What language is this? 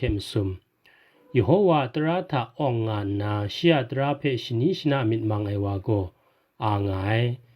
Kachin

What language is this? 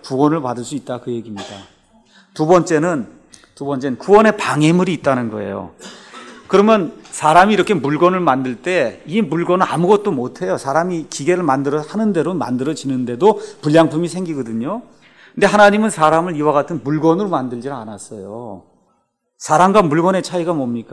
Korean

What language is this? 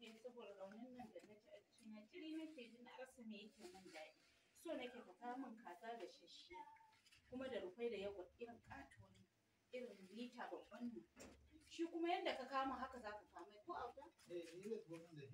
Hausa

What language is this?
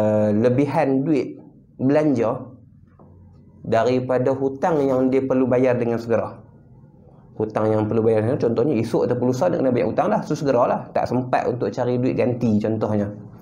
Malay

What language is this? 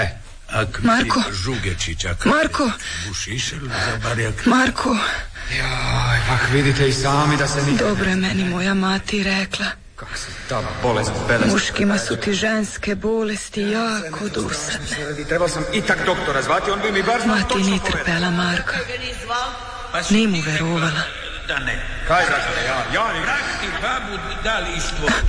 Croatian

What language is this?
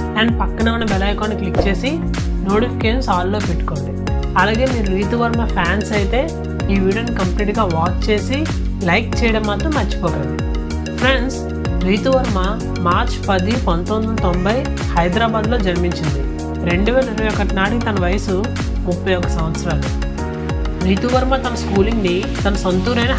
Telugu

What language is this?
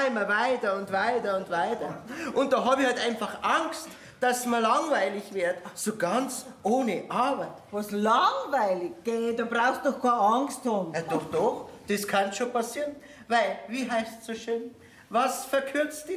Bavarian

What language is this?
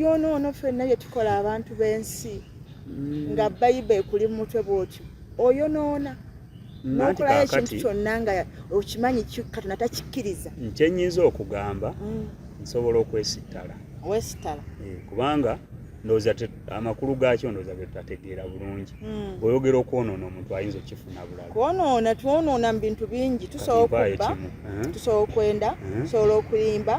Ganda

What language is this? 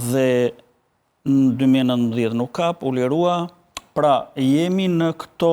Albanian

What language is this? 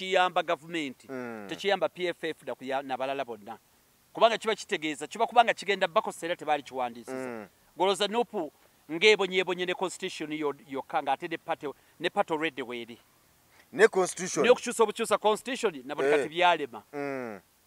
Ganda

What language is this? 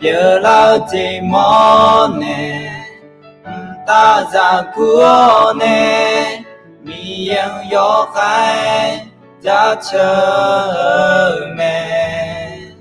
Akha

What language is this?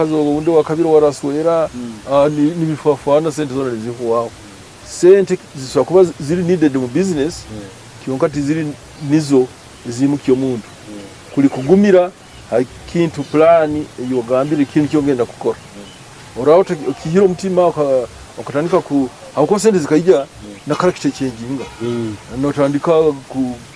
Nyoro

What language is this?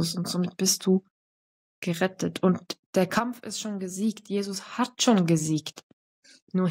Swiss German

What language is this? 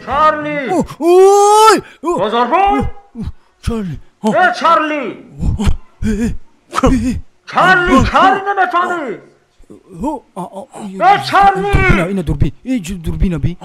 Tajik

